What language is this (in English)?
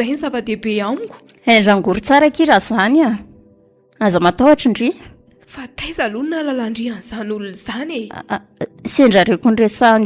Malagasy